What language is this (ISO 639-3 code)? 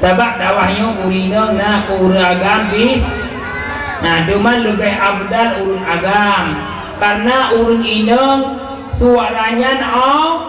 ace